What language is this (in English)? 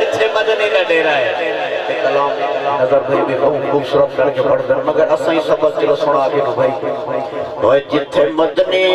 Saraiki